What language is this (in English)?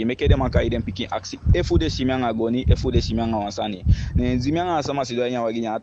Eastern Maroon Creole